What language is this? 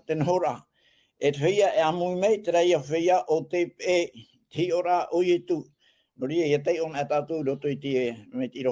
Tahitian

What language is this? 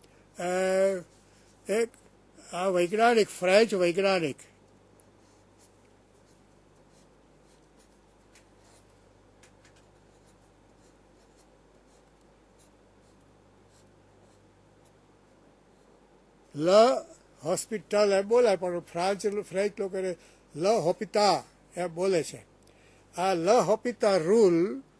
Gujarati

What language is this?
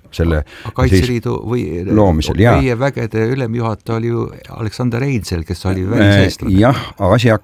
Estonian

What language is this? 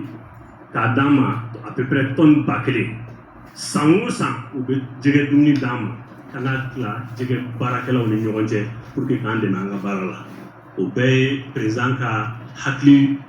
Bambara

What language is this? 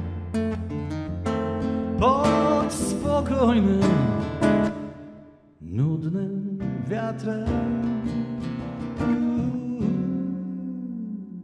Polish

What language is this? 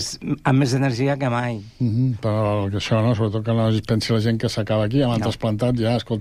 Catalan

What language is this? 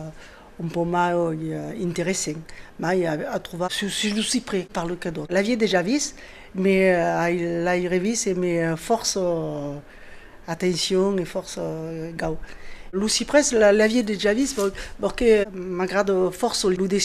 Occitan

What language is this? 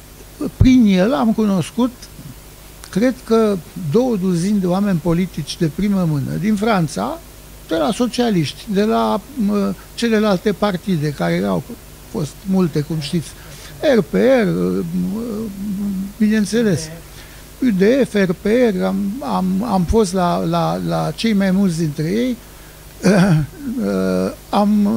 Romanian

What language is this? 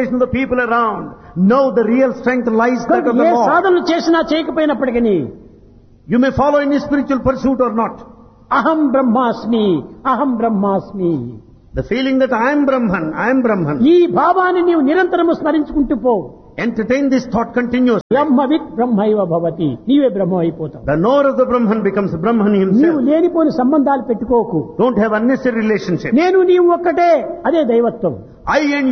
Telugu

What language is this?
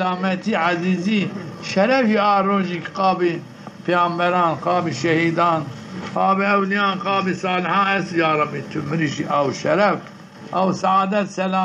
Zaza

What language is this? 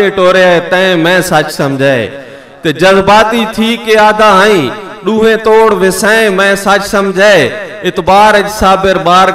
Saraiki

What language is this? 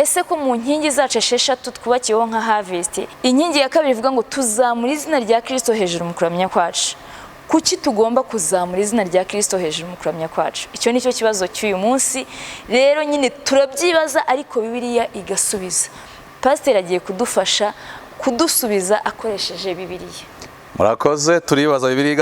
Kinyarwanda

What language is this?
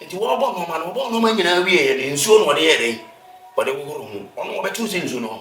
Akan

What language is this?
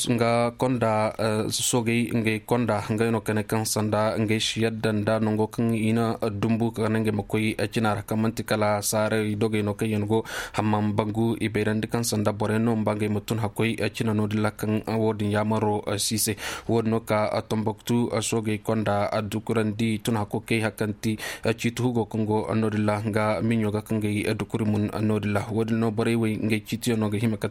Koyraboro Senni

